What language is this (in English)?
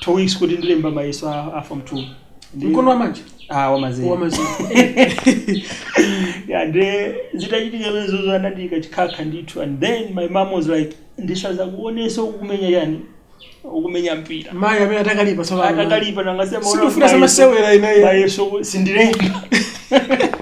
Nyanja